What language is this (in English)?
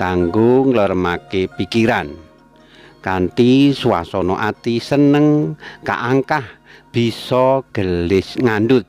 Javanese